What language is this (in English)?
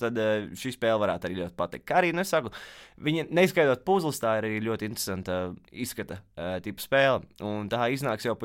Latvian